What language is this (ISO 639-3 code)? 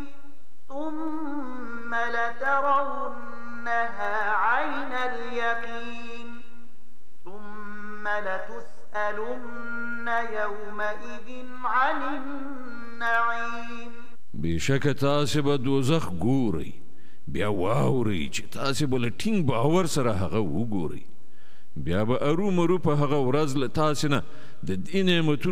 pus